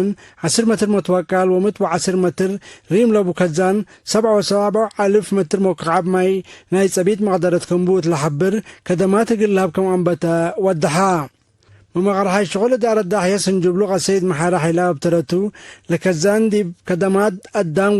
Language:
Tigre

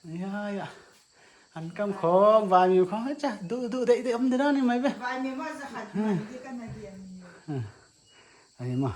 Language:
Paite Chin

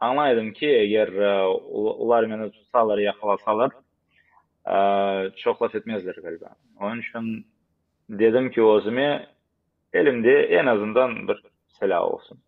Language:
Crimean Tatar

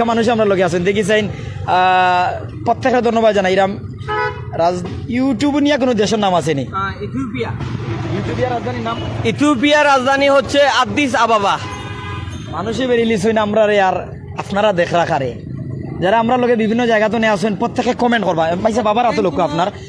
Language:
Sylheti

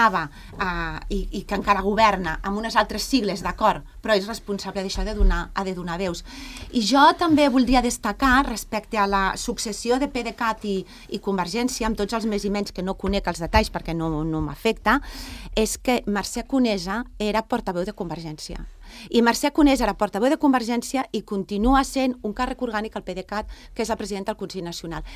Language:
Catalan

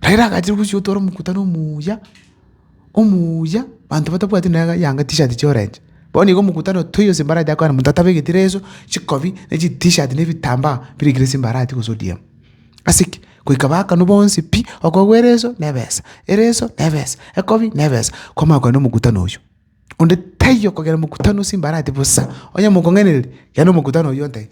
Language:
Gusii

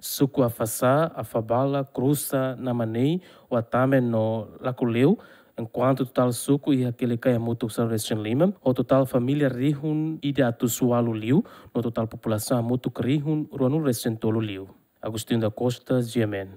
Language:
Tetum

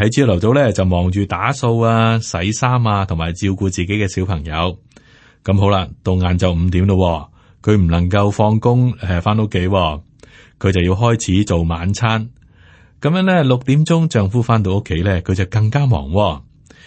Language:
Cantonese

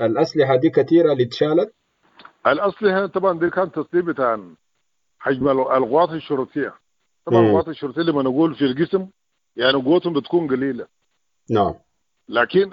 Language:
Sudanese Arabic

